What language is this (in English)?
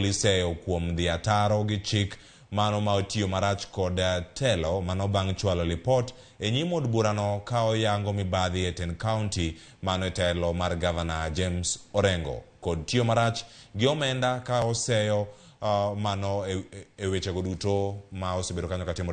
Luo (Kenya and Tanzania)